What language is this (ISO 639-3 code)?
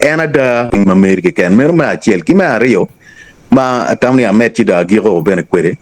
ach